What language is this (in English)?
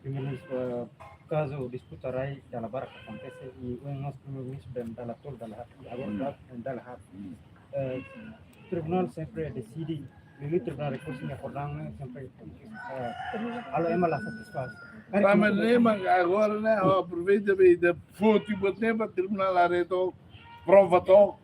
Tetum